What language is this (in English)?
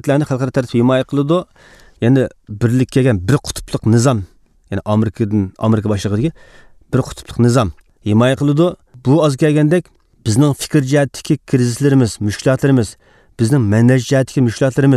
Uyghur